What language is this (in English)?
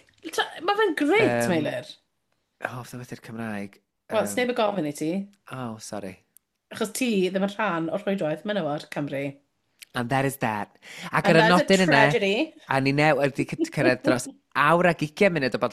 Welsh